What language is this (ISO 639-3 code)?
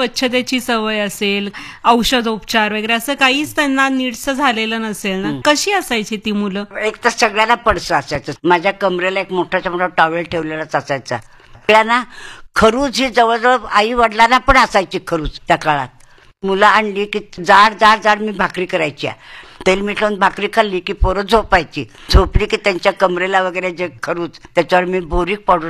mar